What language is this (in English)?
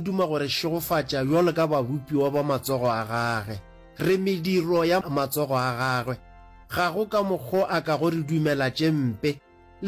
Northern Sotho